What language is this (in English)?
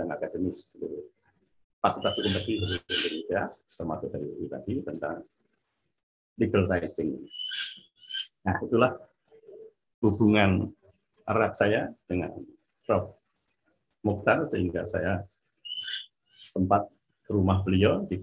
Indonesian